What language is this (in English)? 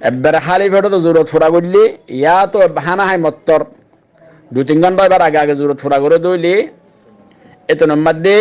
Rohingya